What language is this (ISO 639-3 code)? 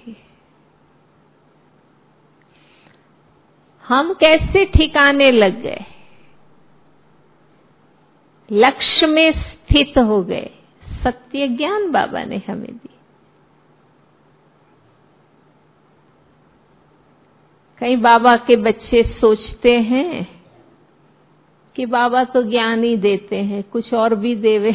hin